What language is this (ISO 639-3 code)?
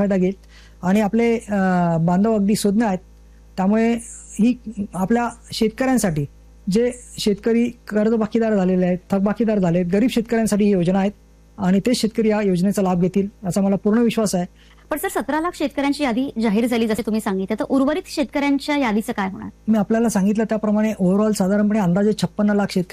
mar